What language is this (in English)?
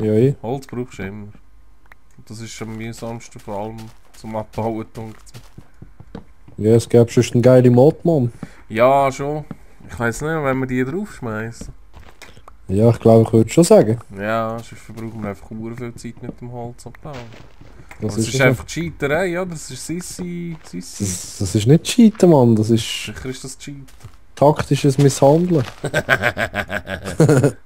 Swiss German